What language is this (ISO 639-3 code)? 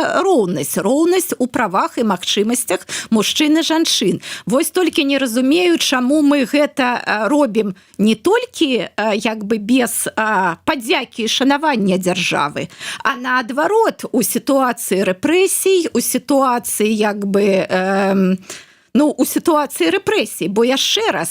bel